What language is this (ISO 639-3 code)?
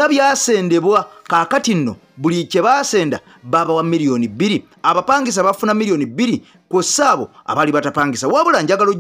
lug